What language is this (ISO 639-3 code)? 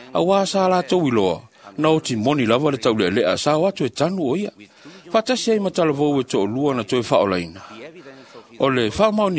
smo